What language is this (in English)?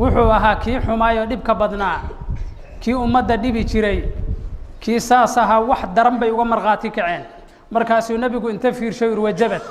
Somali